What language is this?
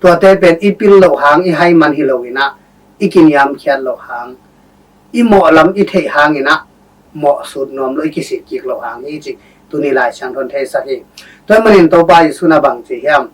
Tedim Chin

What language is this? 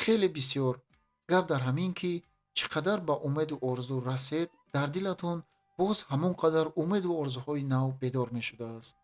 Tajik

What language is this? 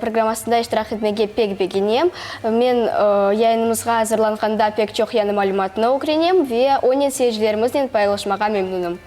Crimean Tatar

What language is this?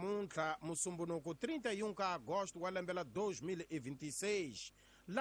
Tsonga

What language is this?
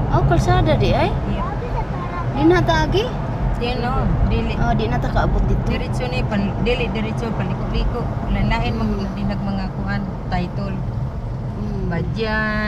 Cebuano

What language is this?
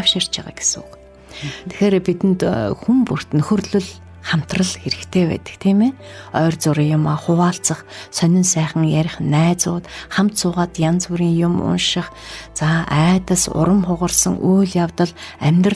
Mongolian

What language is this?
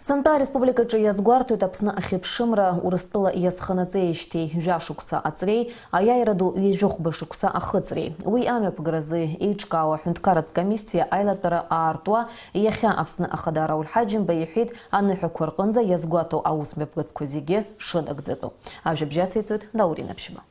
Abkhazian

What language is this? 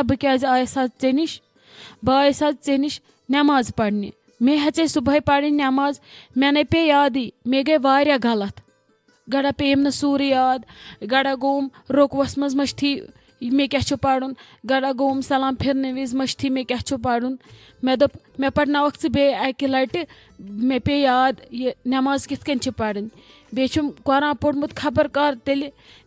Kashmiri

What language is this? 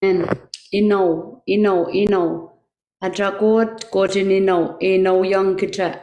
Pohnpeian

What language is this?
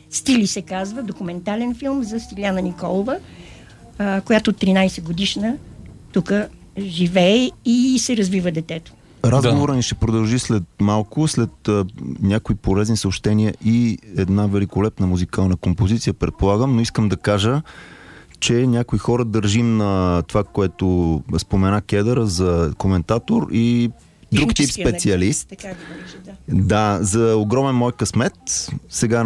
Bulgarian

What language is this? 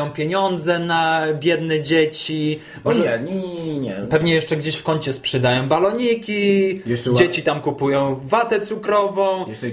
Polish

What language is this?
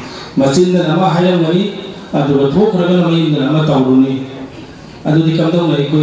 Manipuri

